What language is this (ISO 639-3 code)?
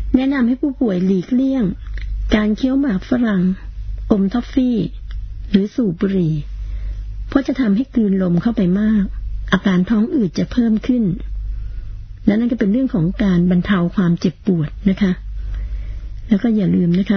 tha